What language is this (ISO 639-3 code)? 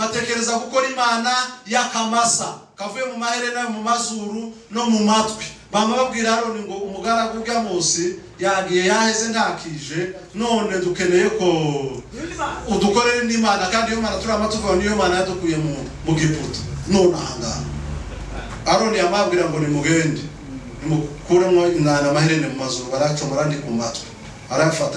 kin